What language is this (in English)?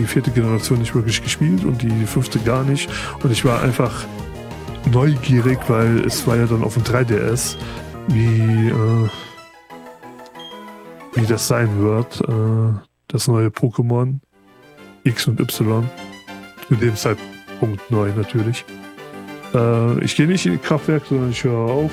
German